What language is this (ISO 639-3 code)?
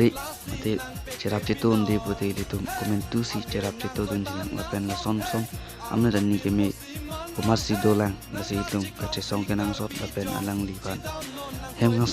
mjw